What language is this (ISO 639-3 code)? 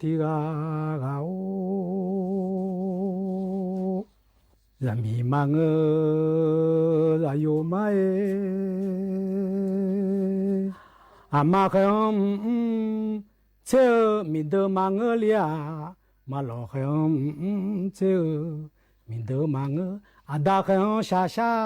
ahk